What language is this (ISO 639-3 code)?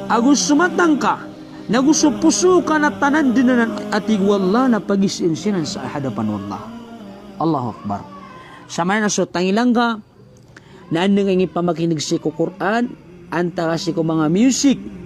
mrw